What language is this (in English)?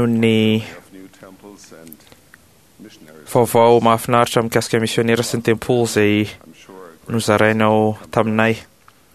Malagasy